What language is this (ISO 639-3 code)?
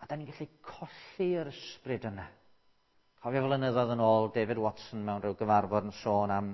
cym